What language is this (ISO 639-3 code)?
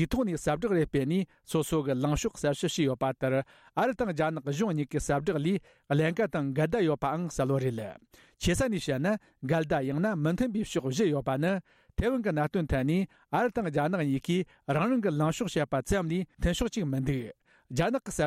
bod